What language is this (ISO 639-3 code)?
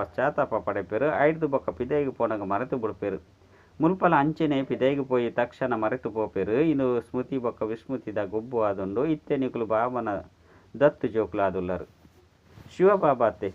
tcy